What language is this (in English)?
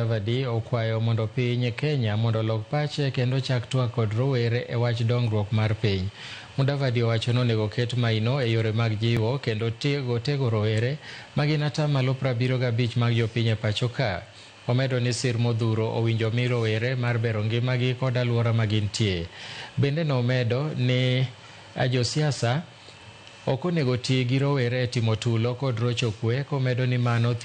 Luo (Kenya and Tanzania)